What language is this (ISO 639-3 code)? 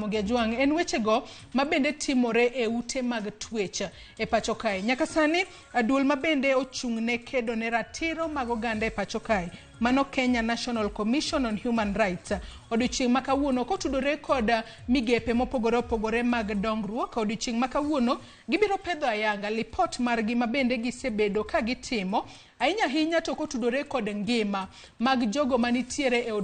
luo